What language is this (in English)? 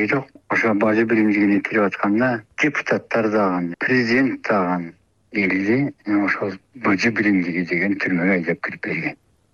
Kyrgyz